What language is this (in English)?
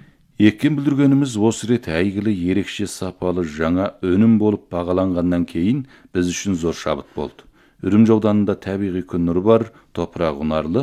Kazakh